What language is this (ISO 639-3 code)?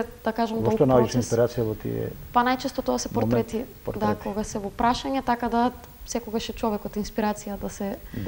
mkd